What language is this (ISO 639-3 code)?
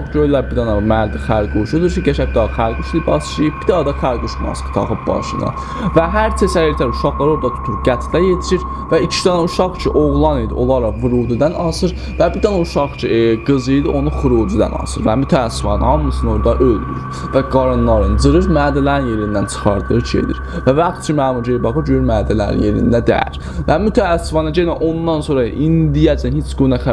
azb